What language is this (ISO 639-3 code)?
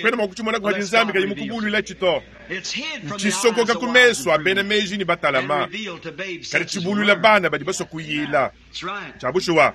lua